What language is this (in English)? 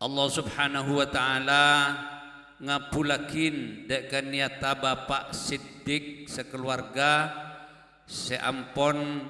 Madurese